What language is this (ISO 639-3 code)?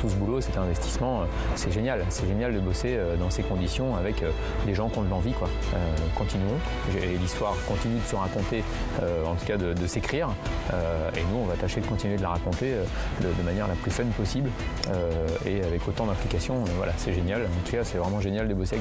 fra